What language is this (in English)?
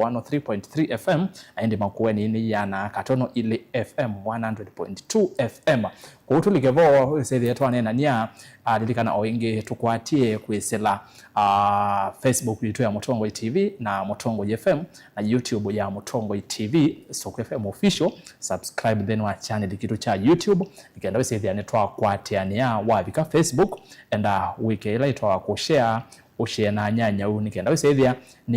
Kamba